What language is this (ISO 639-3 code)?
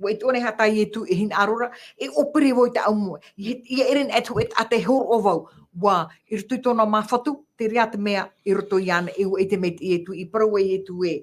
tah